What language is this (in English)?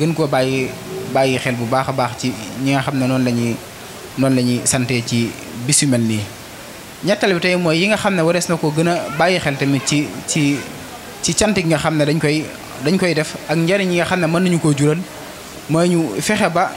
Wolof